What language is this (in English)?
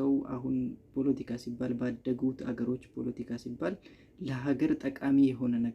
Amharic